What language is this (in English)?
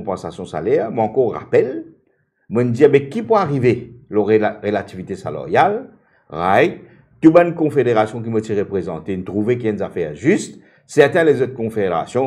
Morisyen